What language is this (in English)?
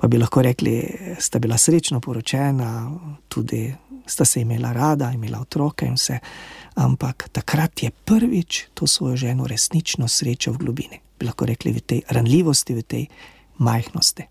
Slovenian